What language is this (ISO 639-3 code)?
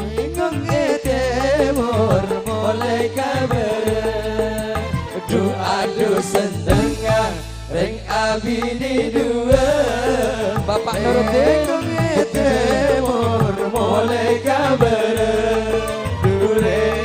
mad